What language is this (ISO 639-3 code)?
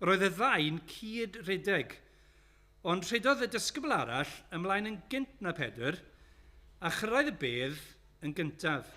cym